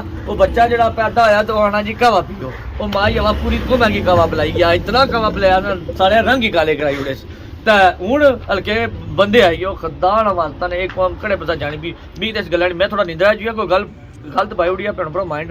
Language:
Pahari-Potwari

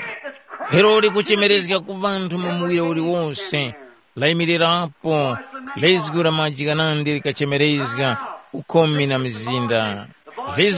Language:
Tumbuka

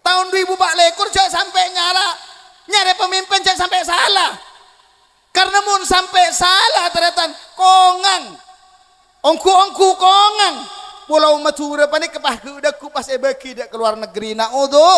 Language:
Madurese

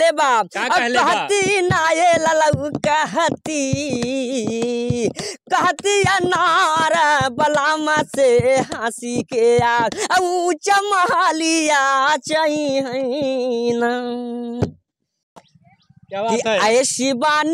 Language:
Bhojpuri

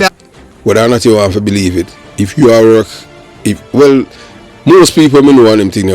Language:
Jamaican Creole English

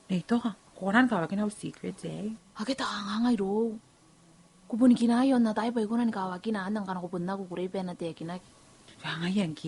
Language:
Gilbertese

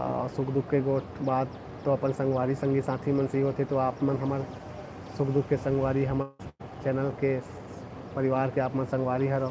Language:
Chhattisgarhi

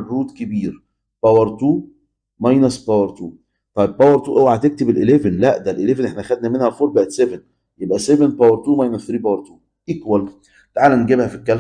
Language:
Egyptian Arabic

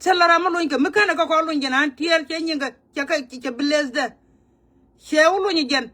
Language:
Nuer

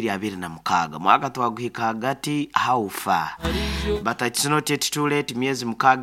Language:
Nyoro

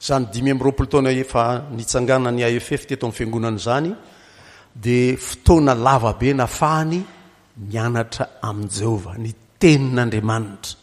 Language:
Malagasy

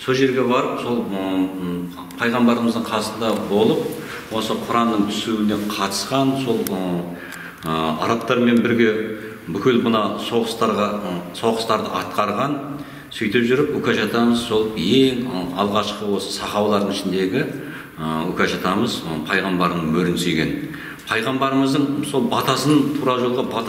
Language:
Kazakh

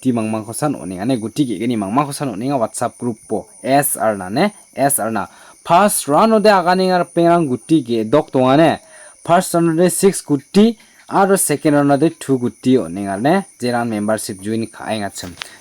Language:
Garo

